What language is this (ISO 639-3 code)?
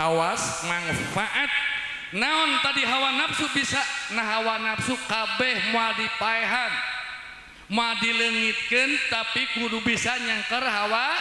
sun